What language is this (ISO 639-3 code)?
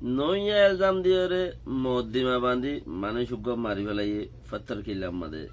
rhg